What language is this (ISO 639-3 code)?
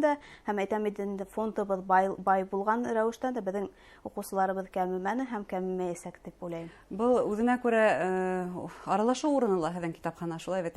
bak